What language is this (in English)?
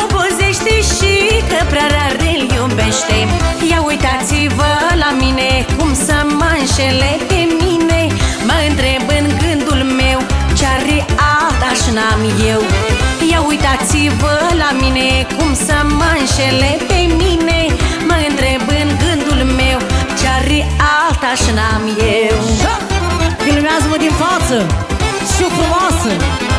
Romanian